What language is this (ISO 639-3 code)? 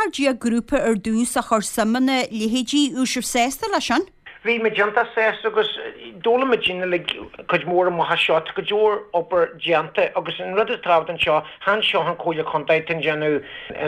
gle